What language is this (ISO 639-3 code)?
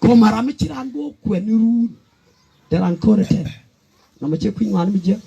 nus